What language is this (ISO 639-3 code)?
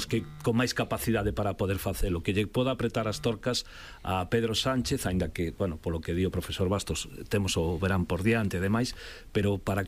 glg